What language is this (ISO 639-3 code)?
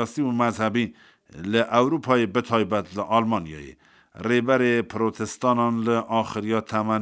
kur